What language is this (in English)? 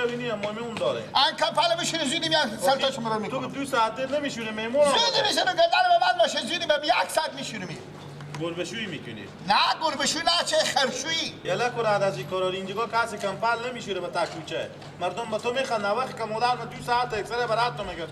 Persian